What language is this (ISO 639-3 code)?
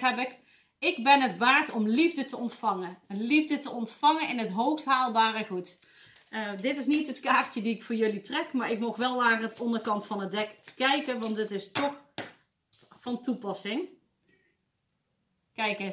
nld